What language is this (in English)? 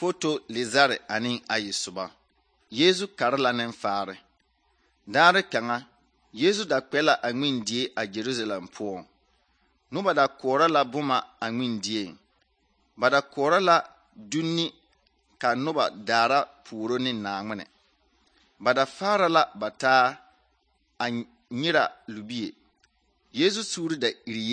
Southern Dagaare